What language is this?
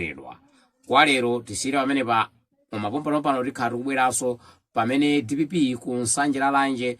Nyanja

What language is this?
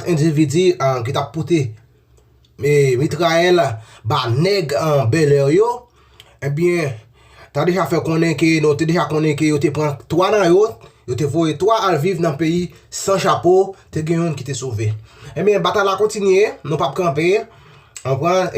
Haitian Creole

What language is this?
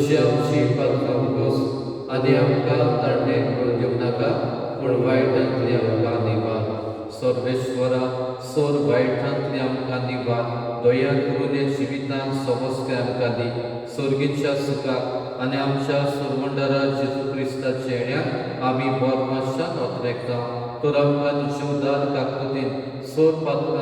Konkani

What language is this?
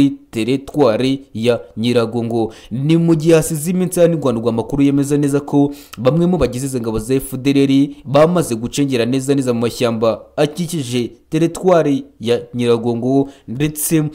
Kinyarwanda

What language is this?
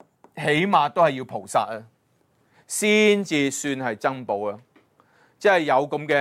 Cantonese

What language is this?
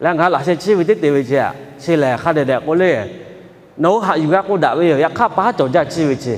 Lahu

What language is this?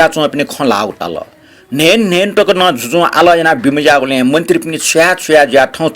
Newari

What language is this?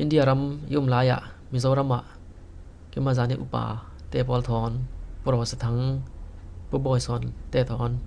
Falam Chin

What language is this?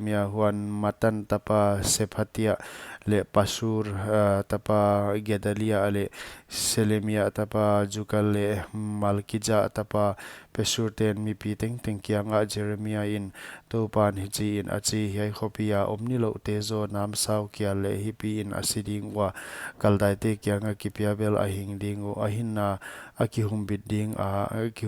Paite Chin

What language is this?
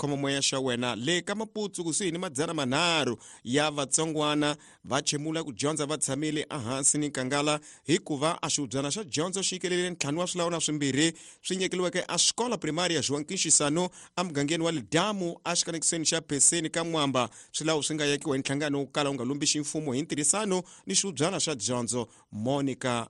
Tsonga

